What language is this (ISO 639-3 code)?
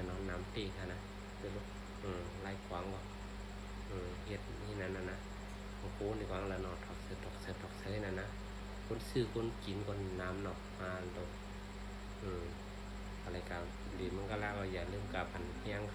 shn